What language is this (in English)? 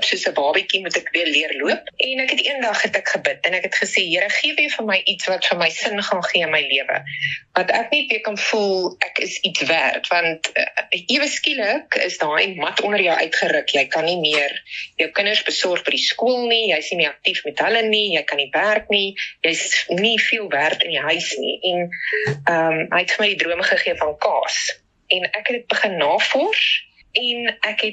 Afrikaans